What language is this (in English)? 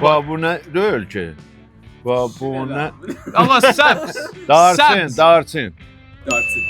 South Azerbaijani